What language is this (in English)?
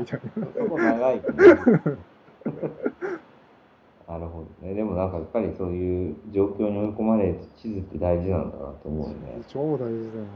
Japanese